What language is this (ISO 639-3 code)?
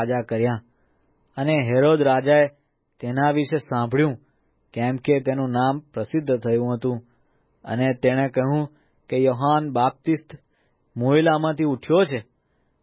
guj